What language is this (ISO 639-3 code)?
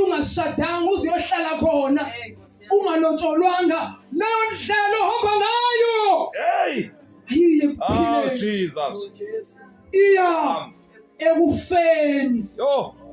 zul